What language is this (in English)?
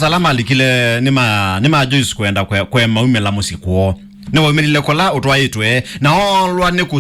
Kamba